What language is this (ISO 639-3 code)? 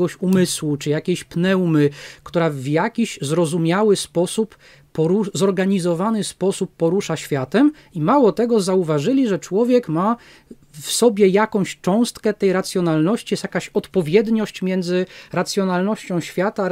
pol